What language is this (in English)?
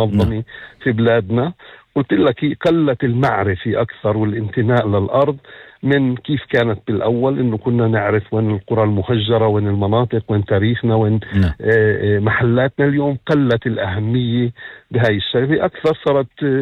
North Levantine Arabic